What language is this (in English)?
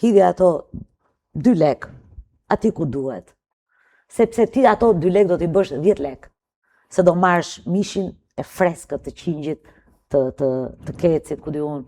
Albanian